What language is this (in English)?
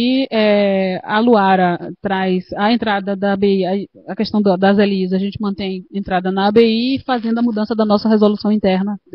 Portuguese